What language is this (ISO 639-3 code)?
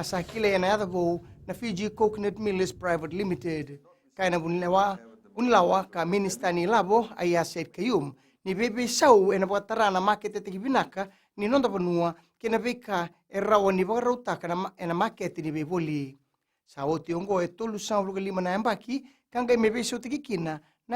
fij